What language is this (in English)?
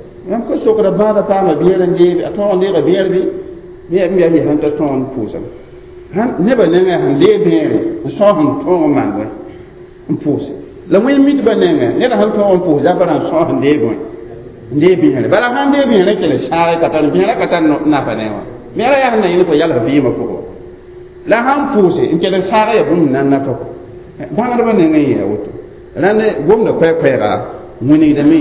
Mossi